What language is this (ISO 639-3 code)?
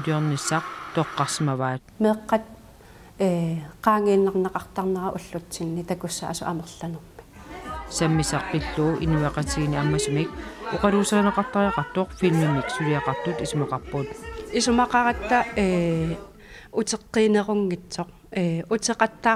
kal